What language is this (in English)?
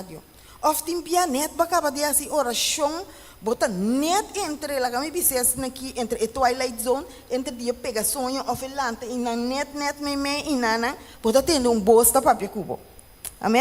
Papiamento